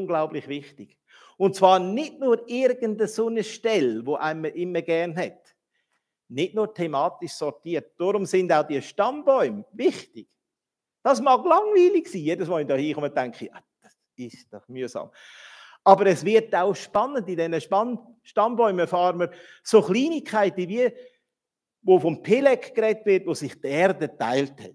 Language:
Swiss German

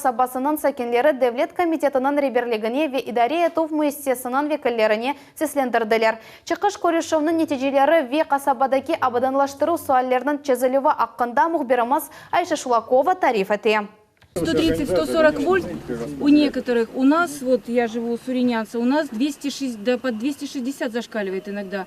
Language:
Crimean Tatar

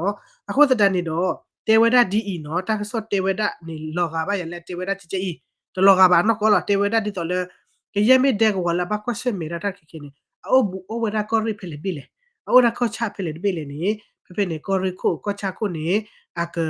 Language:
S'gaw Karen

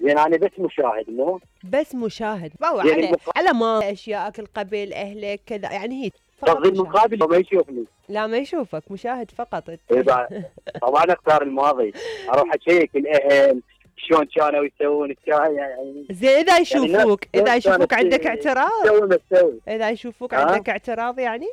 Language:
Mesopotamian Arabic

